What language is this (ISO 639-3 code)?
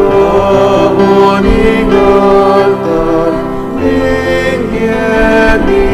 pam